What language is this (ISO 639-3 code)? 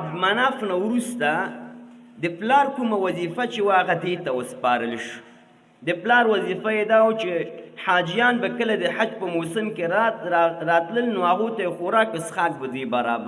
pus